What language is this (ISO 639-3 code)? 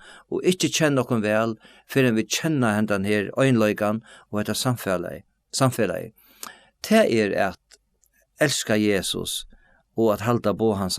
fao